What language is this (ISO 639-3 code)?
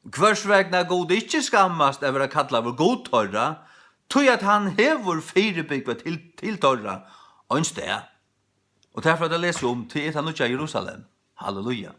fao